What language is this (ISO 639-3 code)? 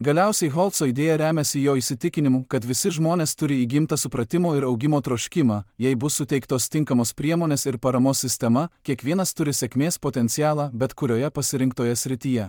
lit